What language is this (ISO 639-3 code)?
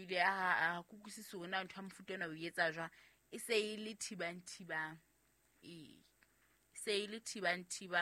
sot